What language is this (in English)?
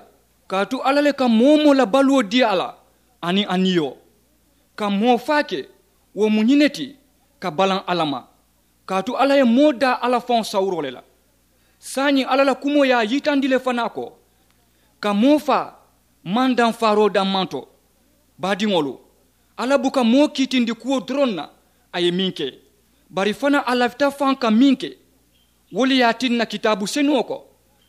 Mandingo